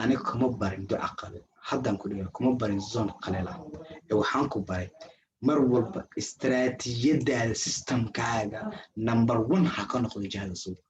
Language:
Somali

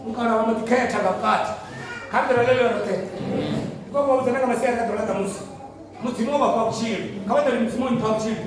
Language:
Venda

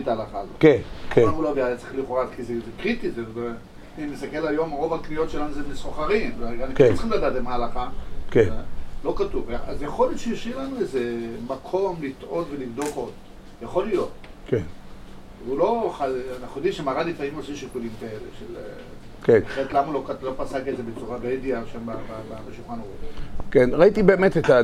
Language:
Hebrew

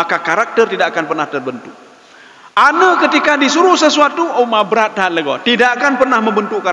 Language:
Achinese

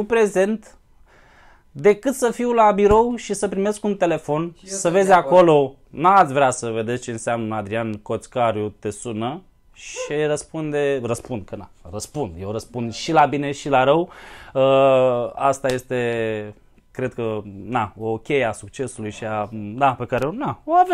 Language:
Romanian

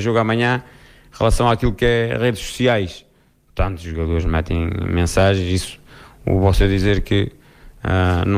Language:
Portuguese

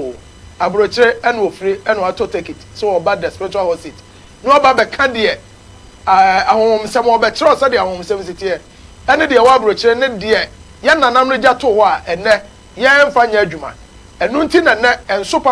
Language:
Akan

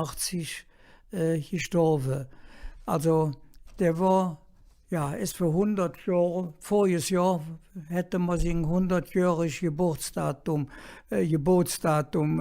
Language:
Colognian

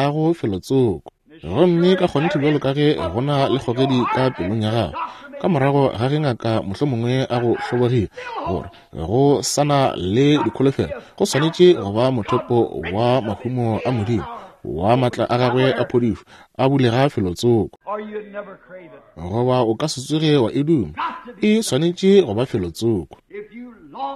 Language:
Northern Sotho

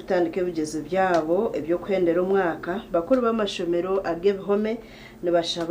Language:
Nyankole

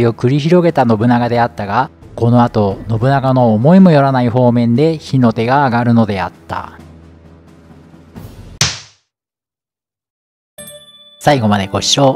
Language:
Japanese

